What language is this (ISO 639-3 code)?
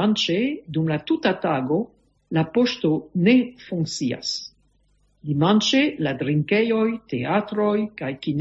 epo